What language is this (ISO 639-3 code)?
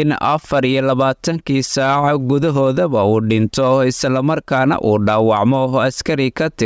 som